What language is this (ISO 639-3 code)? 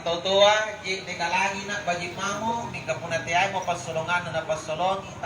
mak